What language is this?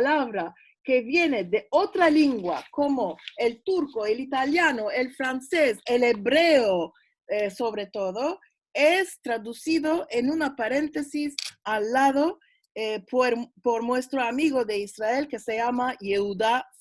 Ladino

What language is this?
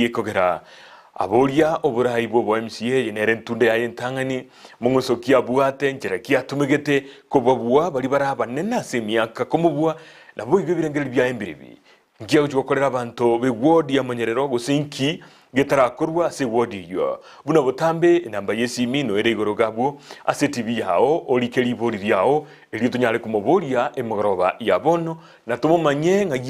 Gusii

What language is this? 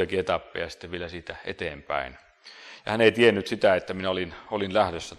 Finnish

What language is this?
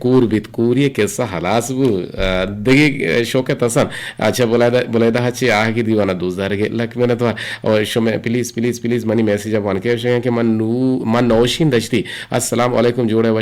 Eastern Balochi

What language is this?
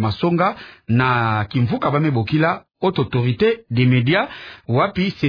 Kituba (Democratic Republic of Congo)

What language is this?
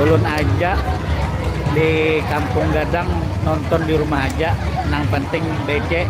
Banjar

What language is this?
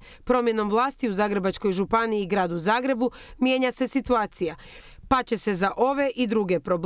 Croatian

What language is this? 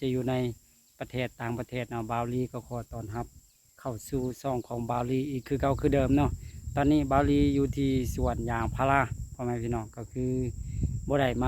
Lao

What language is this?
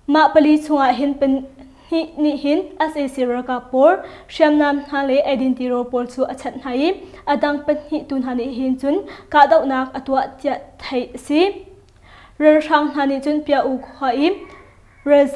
Hakha Chin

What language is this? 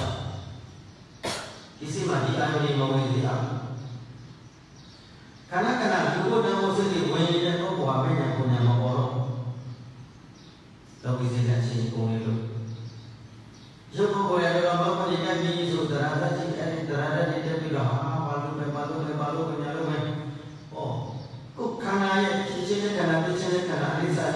Burmese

